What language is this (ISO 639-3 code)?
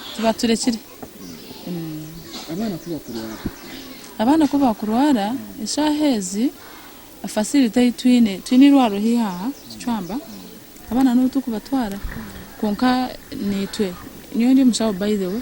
nyn